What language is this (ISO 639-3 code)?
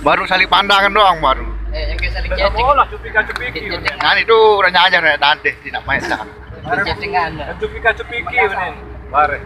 sas